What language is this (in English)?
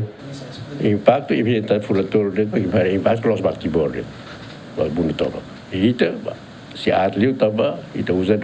Tetum